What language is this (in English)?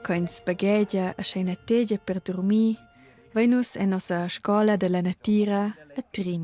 Romansh